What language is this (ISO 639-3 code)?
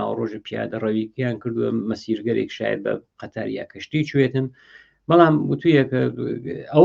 ckb